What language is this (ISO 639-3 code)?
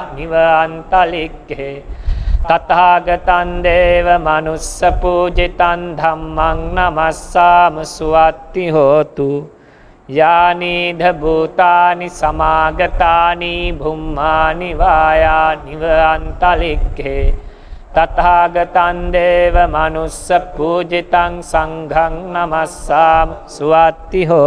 pli